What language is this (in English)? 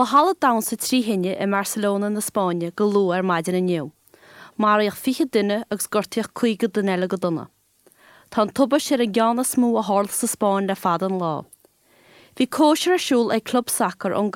Irish